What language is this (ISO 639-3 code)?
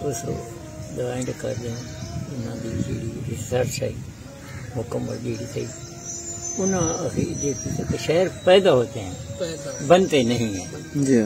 skr